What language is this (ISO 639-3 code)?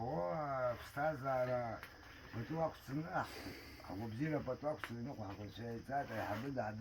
abk